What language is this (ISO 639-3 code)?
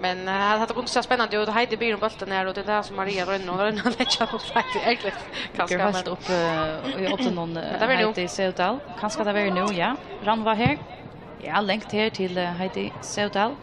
fao